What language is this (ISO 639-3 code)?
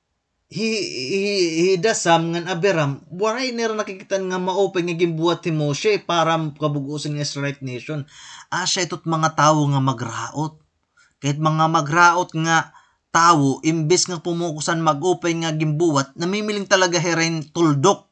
war